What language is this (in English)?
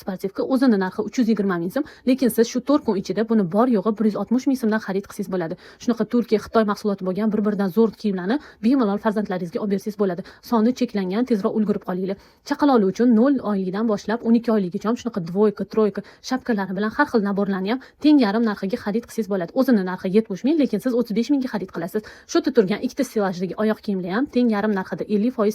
Uzbek